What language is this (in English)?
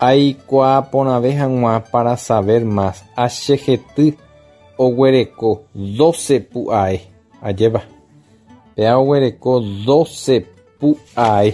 Guarani